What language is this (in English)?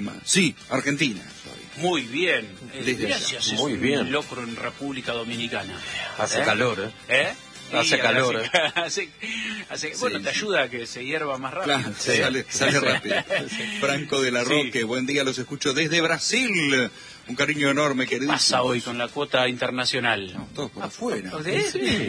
Spanish